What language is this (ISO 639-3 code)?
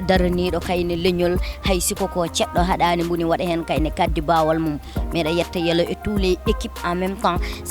ful